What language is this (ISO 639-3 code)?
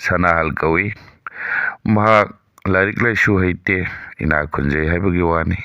mni